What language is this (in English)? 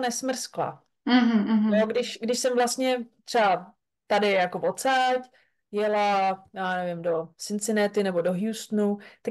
Czech